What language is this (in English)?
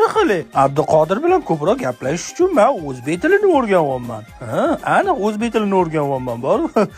Uzbek